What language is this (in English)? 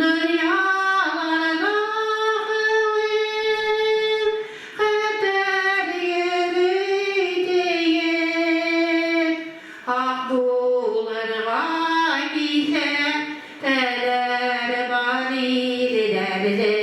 Bashkir